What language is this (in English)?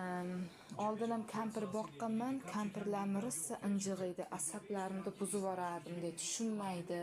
Uzbek